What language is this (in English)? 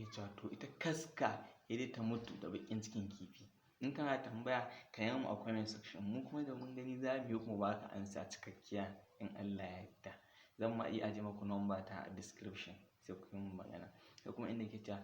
Hausa